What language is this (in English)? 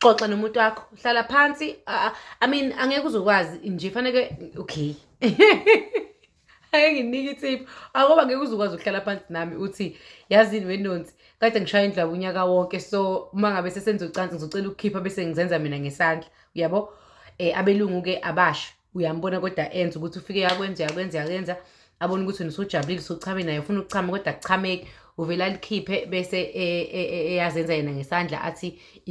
Zulu